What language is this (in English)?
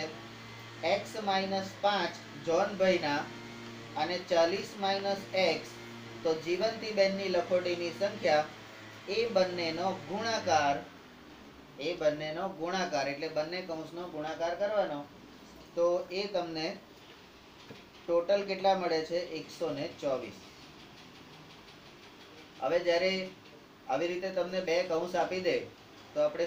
Gujarati